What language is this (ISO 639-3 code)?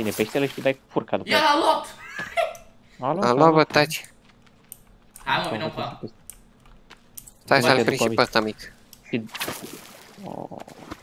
ron